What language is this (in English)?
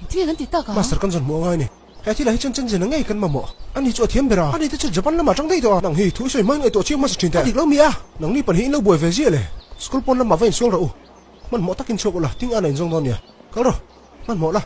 Mizo